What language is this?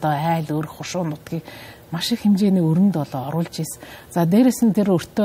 Mongolian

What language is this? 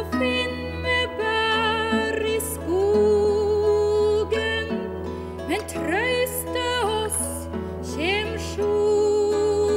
Norwegian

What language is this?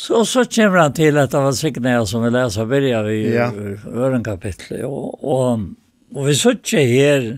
Faroese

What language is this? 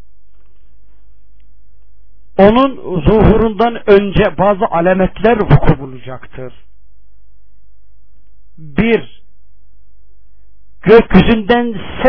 Turkish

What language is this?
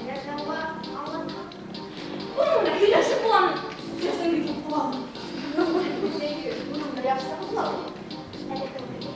Bashkir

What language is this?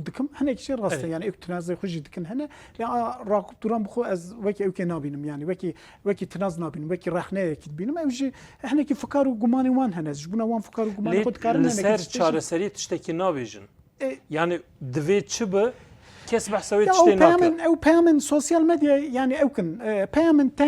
Kurdish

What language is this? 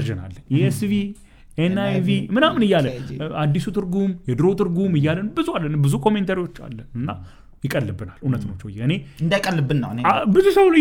Amharic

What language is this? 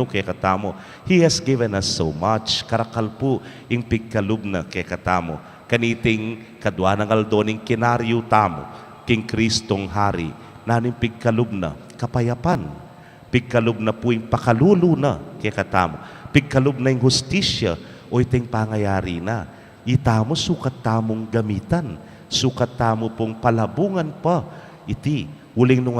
Pampanga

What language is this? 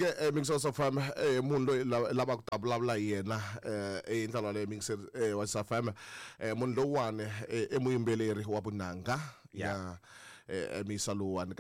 Tsonga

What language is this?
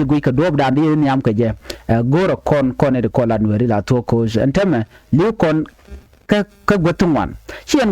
Nuer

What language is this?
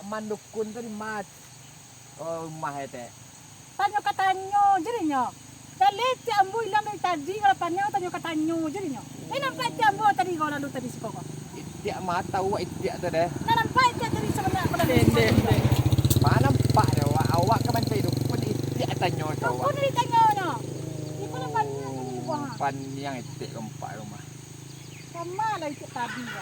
Minangkabau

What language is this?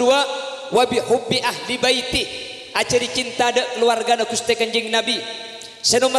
Madurese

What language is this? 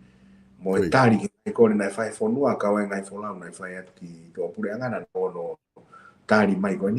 Tongan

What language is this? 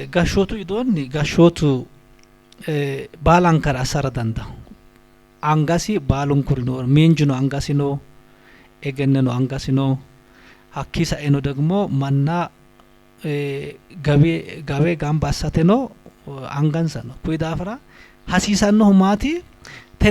Sidamo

